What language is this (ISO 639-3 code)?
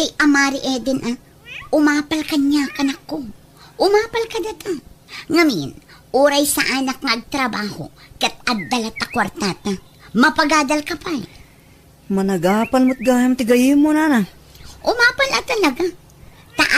ilo